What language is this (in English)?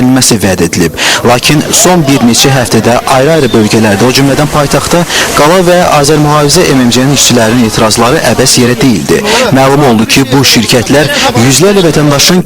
Azerbaijani